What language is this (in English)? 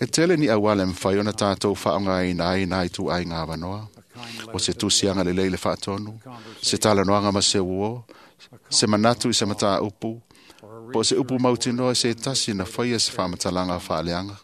Samoan